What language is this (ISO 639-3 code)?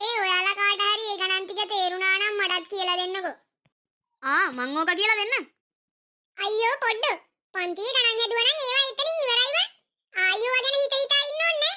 sin